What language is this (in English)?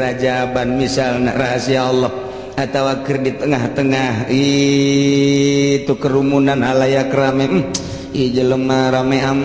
Sundanese